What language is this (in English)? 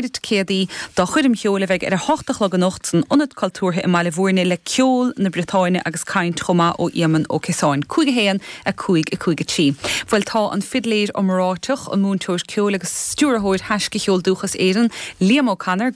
Irish